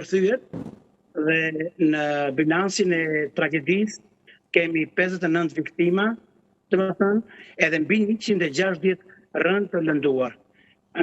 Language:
Albanian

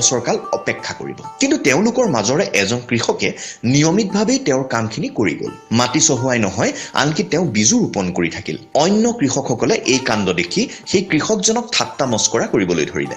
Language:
Assamese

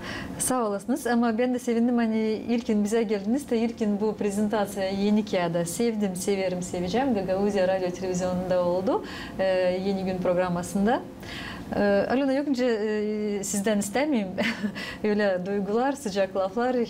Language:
Gagauz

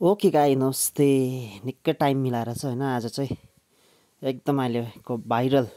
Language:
Nepali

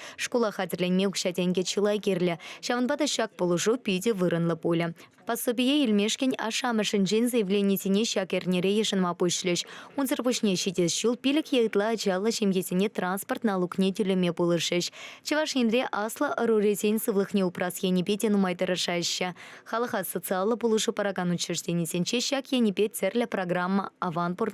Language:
Chuvash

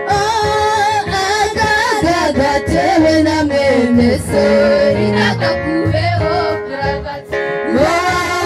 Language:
Kinyarwanda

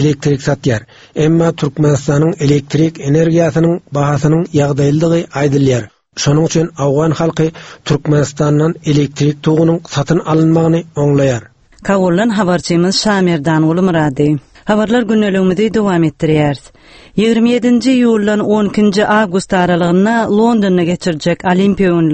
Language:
Turkmen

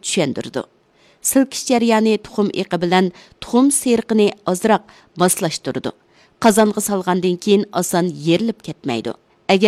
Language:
Uyghur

